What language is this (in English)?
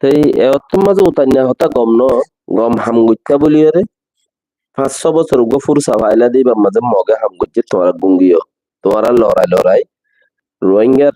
Rohingya